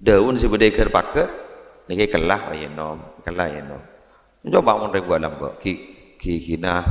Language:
Madurese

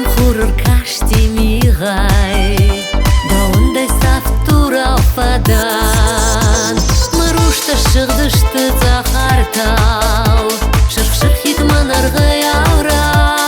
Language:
Ossetic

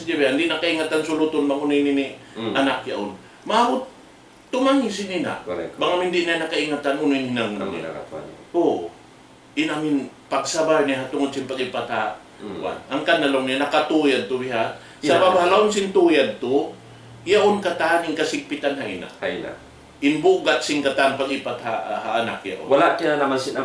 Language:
Tausug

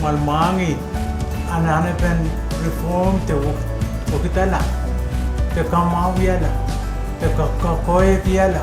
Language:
Pohnpeian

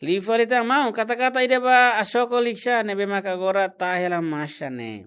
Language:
Tetum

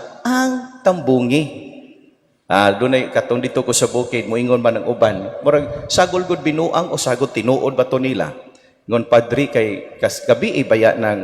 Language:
Cebuano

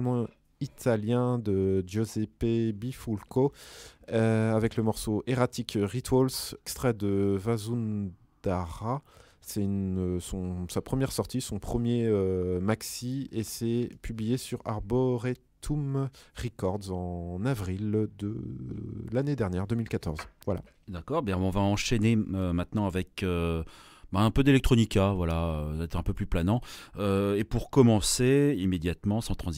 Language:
French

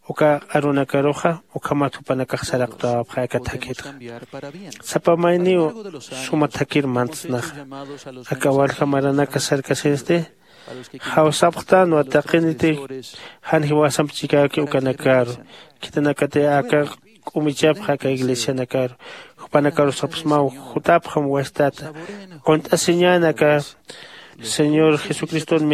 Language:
Aymara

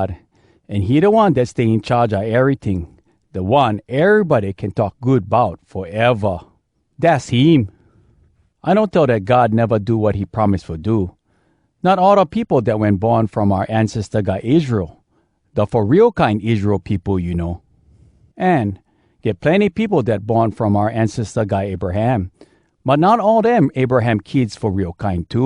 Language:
Hawai'i Creole English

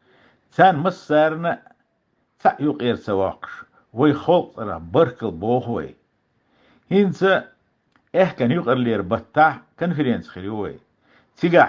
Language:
Chechen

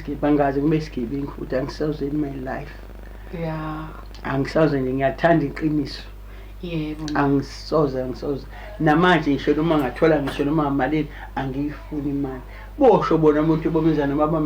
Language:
Zulu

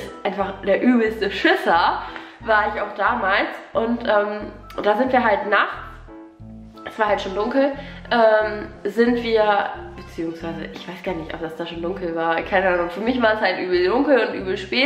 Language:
German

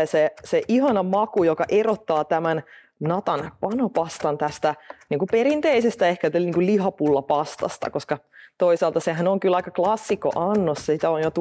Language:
Finnish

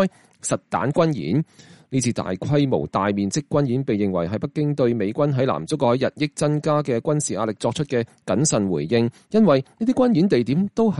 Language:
Cantonese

